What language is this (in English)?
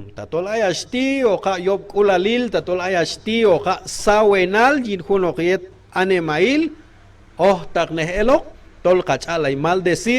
Q'anjob'al